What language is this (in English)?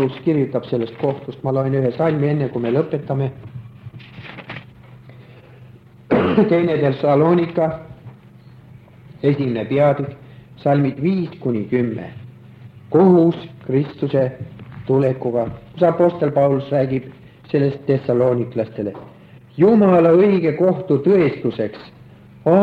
Estonian